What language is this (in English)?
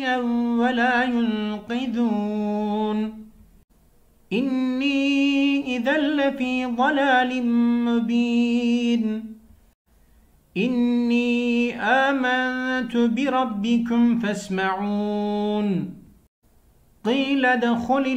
Arabic